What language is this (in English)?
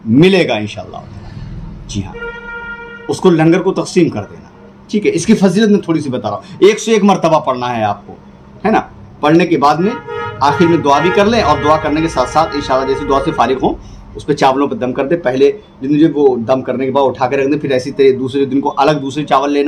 Hindi